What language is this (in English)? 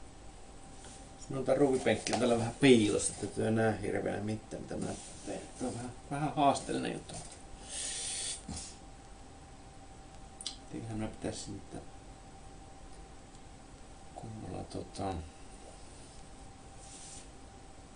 Finnish